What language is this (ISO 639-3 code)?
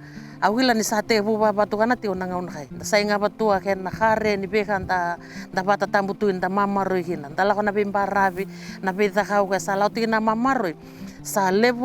fij